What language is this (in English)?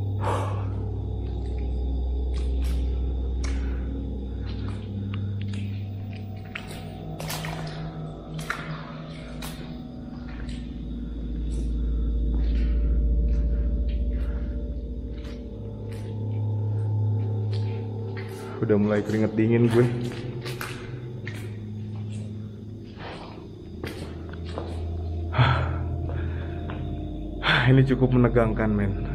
Indonesian